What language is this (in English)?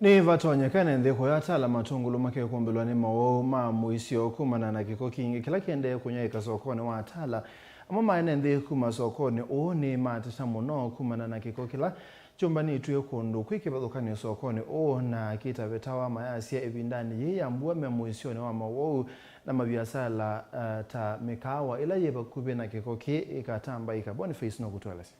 Kamba